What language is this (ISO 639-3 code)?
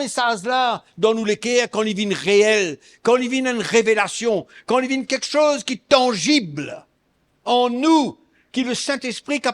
mfe